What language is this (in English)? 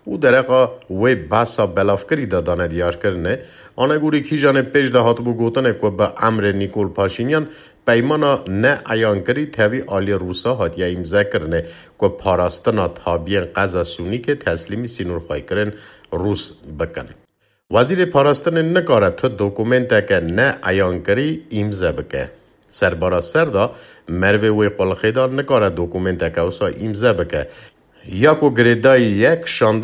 Kurdish